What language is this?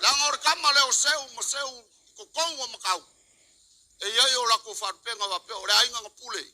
Samoan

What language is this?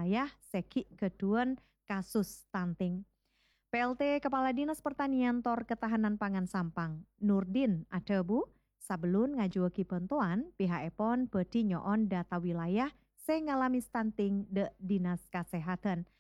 Madurese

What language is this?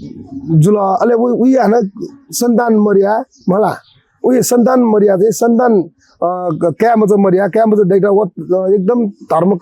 Newari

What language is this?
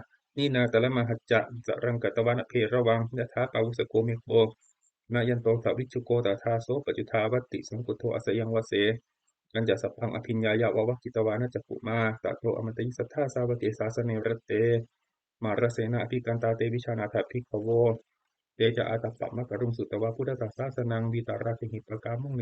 Pali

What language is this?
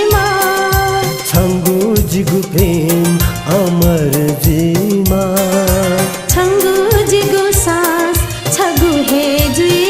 Newari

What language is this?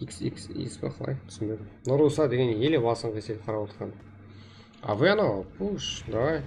Kara-Kalpak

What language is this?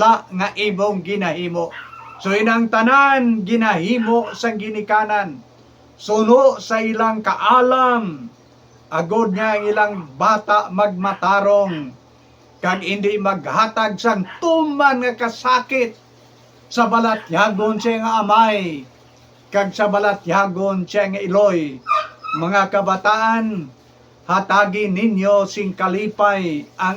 Hiligaynon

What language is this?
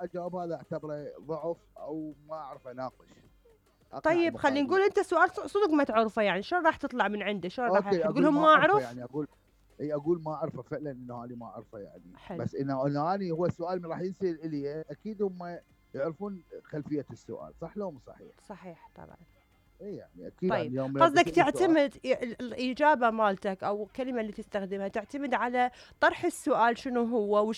Mesopotamian Arabic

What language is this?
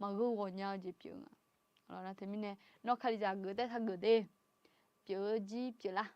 Akha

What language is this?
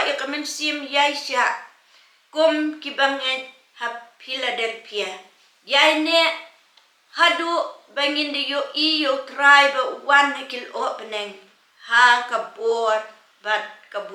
Khasi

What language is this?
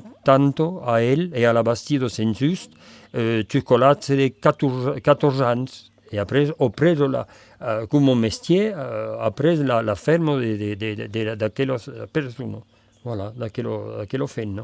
Occitan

